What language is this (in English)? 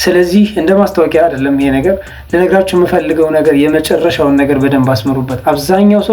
Amharic